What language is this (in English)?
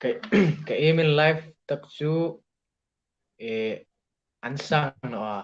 Hmar